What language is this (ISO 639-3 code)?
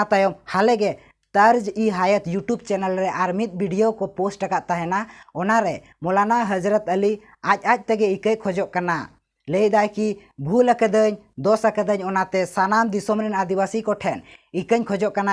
sat